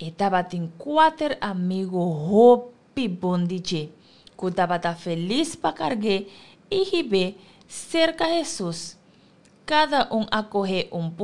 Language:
Papiamento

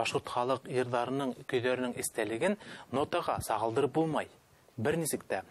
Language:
Bashkir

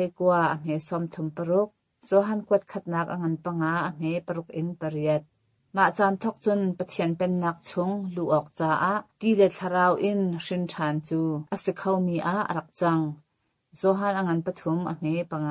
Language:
Hakha Chin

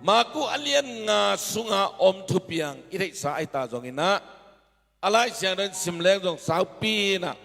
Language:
Tedim Chin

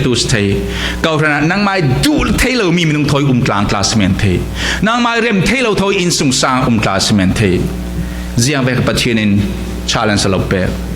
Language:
Falam Chin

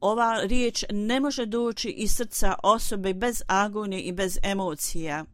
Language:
Bosnian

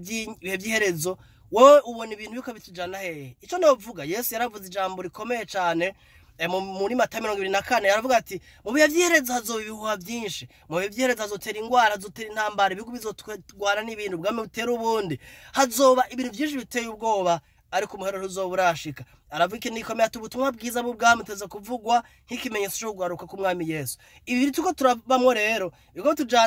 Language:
Rundi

